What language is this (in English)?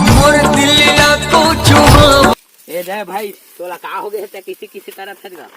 Chhattisgarhi